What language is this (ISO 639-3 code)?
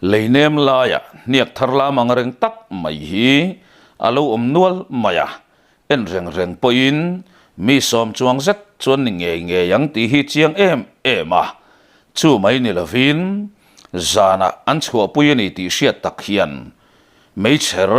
lus